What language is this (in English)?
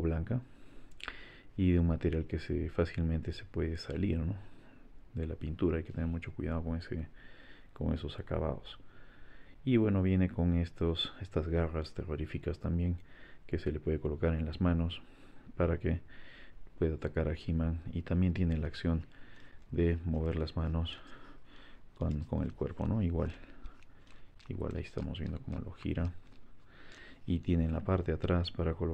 Spanish